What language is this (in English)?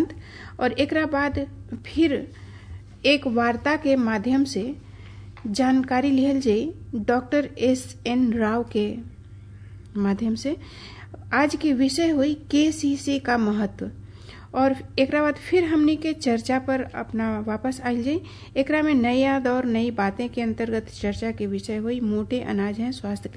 Bhojpuri